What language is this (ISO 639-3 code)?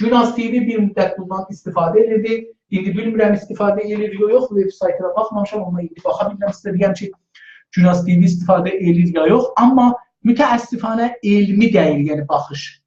azb